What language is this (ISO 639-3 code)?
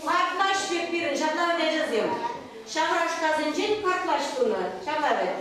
chv